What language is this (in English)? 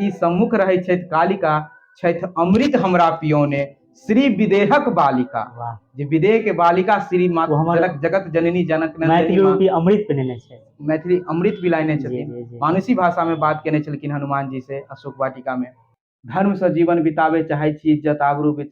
Maithili